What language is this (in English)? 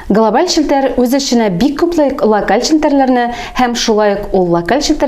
Tatar